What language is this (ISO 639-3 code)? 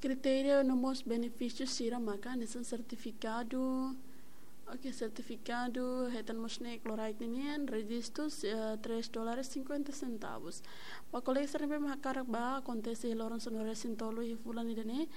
tet